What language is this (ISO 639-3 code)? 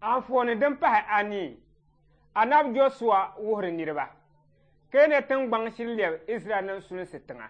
dag